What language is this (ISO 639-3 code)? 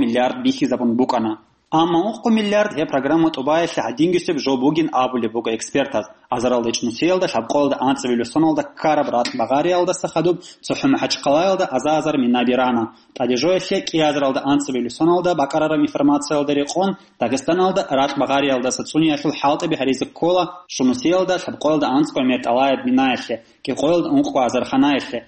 ava